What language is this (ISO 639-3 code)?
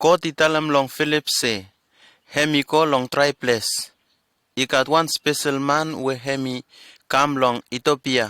bis